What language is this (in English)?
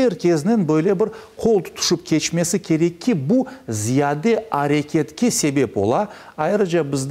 Crimean Tatar